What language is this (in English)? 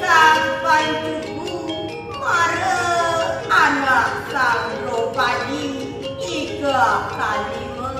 Balinese